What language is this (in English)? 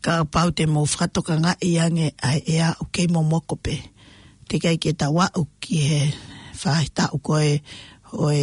Tongan